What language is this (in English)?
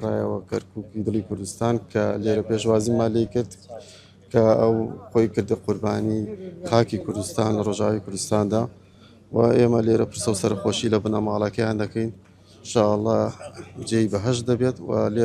Central Kurdish